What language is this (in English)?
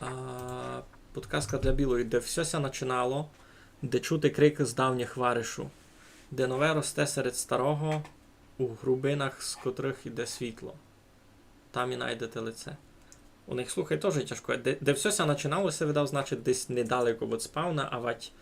Rusyn